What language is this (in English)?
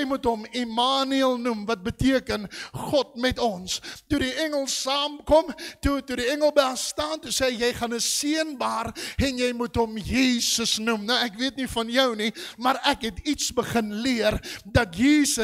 Afrikaans